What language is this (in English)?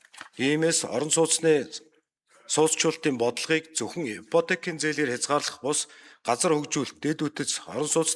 Mongolian